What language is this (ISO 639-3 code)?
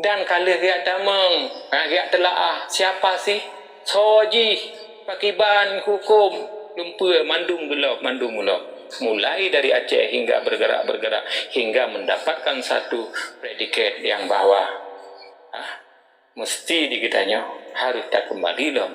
ace